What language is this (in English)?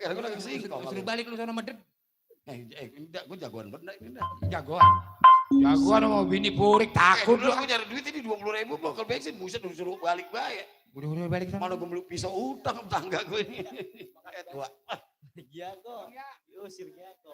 Betawi